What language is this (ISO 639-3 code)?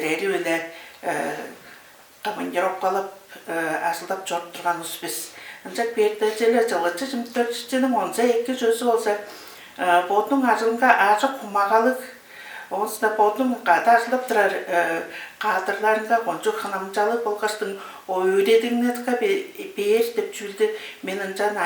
tyv